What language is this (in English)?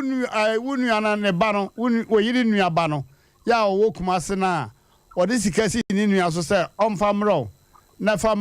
Akan